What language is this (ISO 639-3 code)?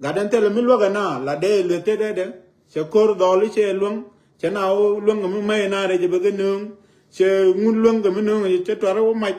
nus